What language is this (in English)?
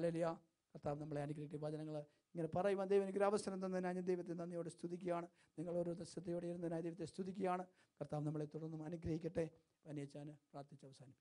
Malayalam